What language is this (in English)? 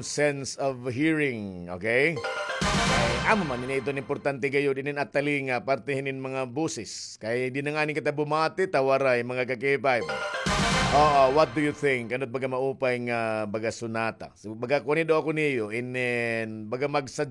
Waray